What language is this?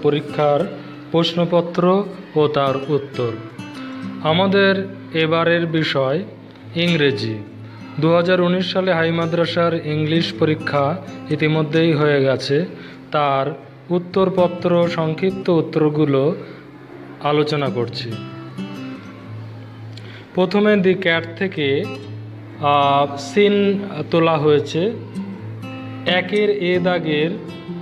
Bangla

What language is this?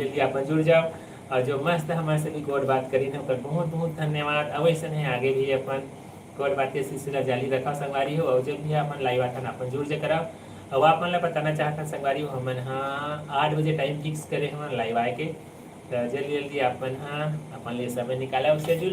Chhattisgarhi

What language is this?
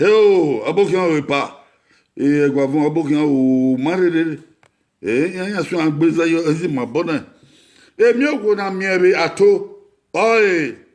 Bini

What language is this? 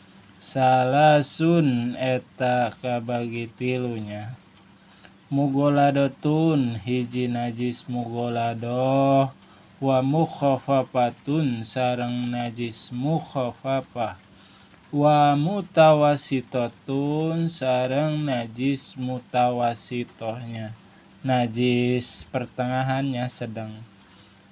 Sundanese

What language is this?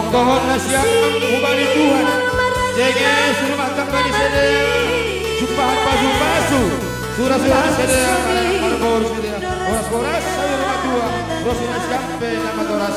Batak Simalungun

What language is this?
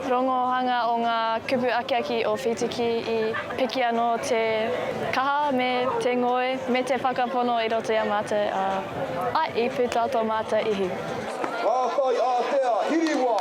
Māori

